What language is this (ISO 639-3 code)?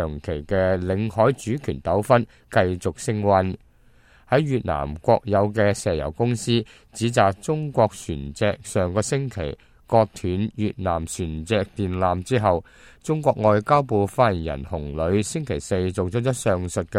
yue